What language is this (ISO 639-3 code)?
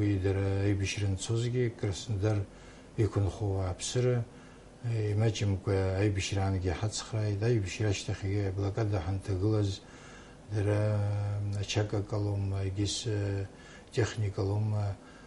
abk